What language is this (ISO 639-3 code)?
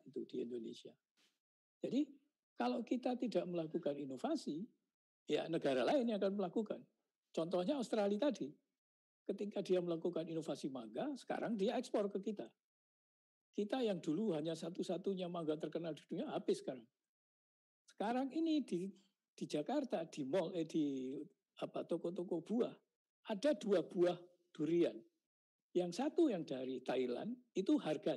ind